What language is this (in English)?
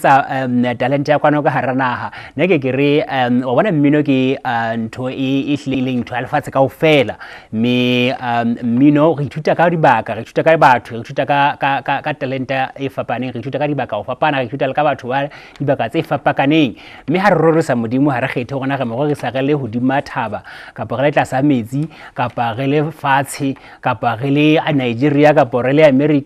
Southern Sotho